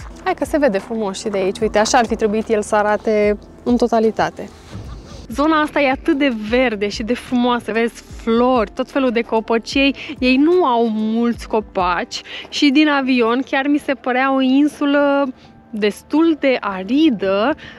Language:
Romanian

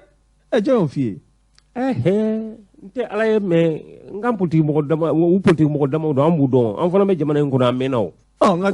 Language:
Bambara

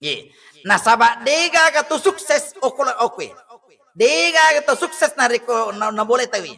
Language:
Buginese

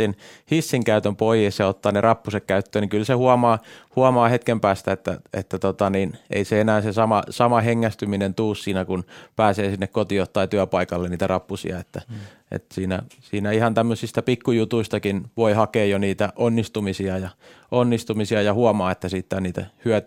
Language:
Finnish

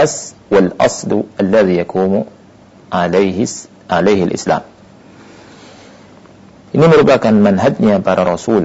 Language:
Indonesian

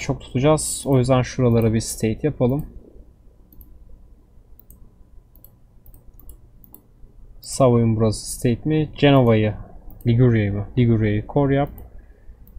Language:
Turkish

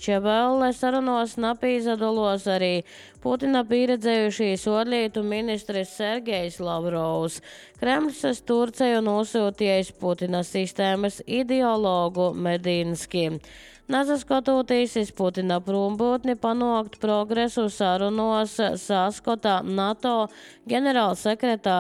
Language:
Latvian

